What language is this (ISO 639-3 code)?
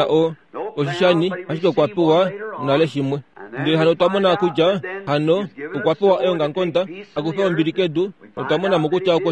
kua